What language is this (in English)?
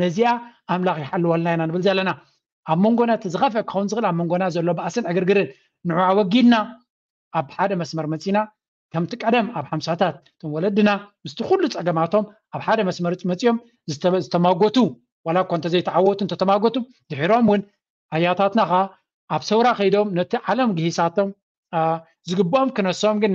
Tigrinya